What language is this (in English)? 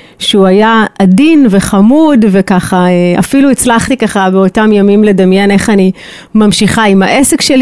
Hebrew